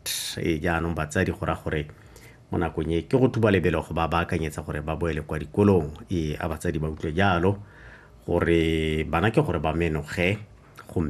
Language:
Tswana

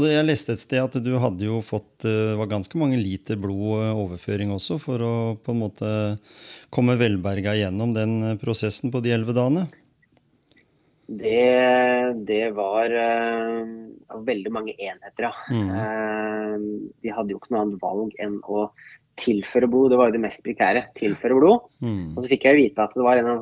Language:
Norwegian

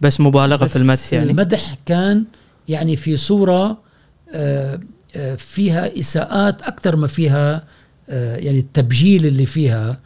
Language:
Gulf Arabic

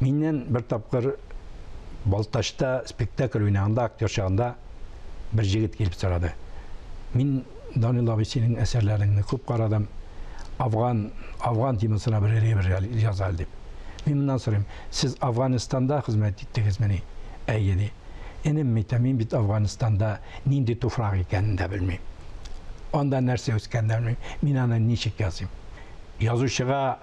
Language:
Tatar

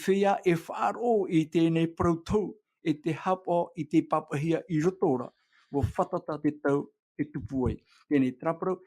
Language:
Tahitian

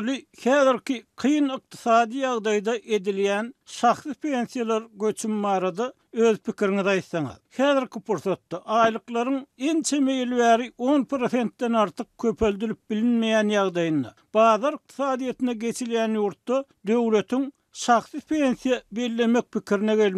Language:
Turkmen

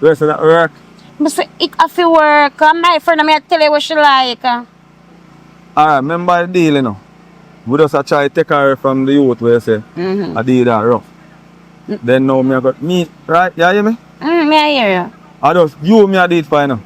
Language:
Jamaican Creole English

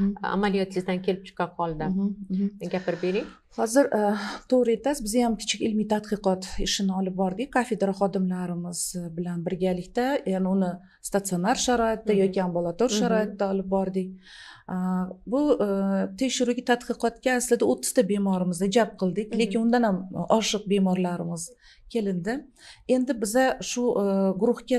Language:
Uzbek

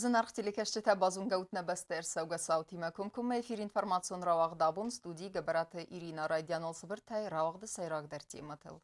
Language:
Ossetic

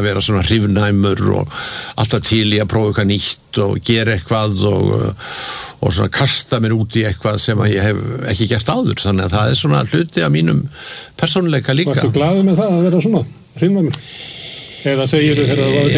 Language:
Icelandic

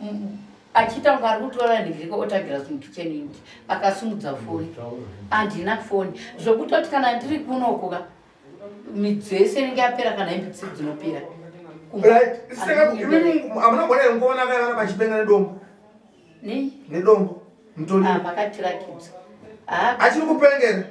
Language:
Shona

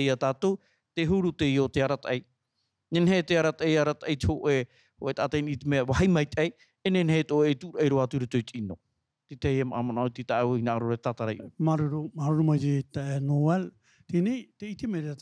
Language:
Tahitian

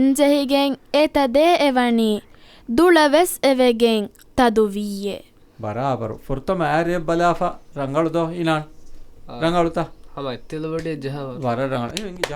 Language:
Divehi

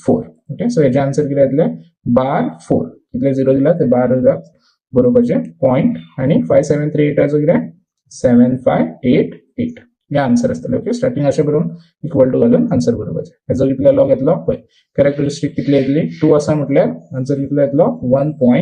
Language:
Konkani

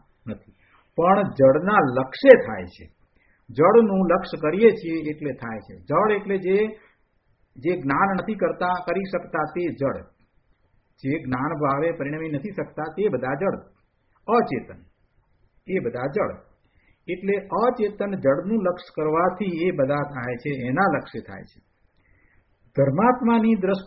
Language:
Gujarati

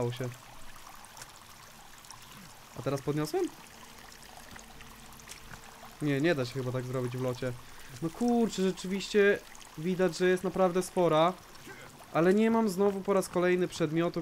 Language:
Polish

